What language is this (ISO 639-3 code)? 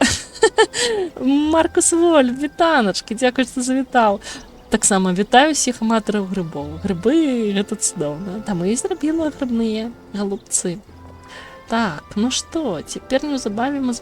bel